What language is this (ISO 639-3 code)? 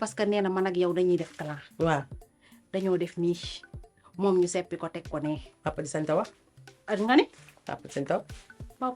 wol